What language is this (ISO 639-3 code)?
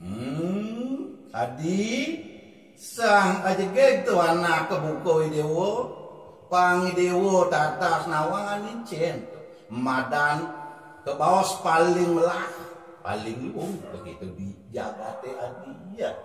ban